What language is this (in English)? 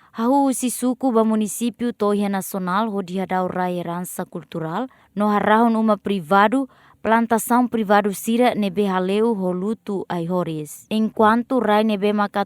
Tetum